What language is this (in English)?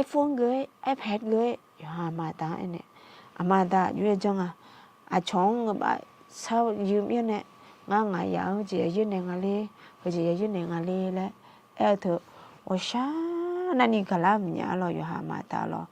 Akha